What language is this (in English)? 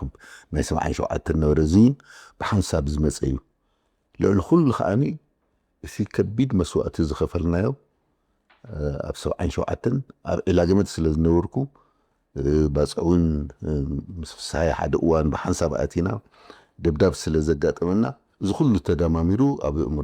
Tigrinya